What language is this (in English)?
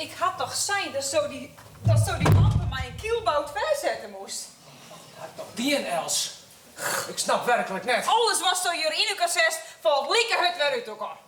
Western Frisian